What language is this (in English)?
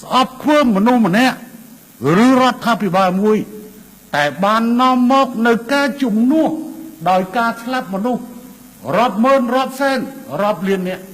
Khmer